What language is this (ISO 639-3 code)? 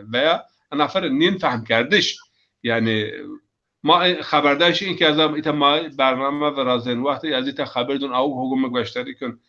zza